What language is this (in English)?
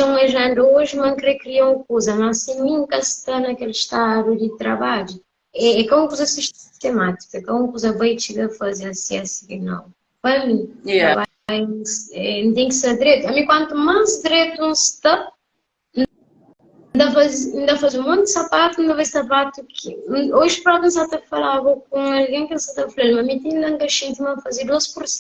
Kabuverdianu